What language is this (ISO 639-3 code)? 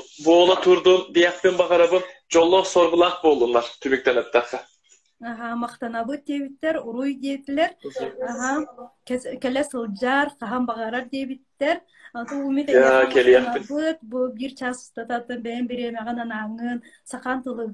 sah